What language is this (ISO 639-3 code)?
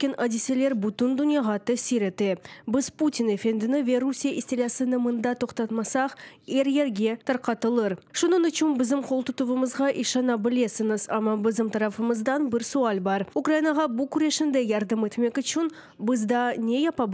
crh